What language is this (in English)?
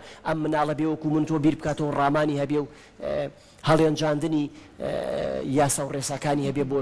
Central Kurdish